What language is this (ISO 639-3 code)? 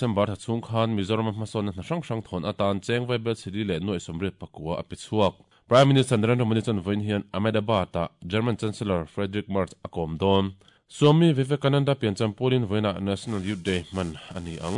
lus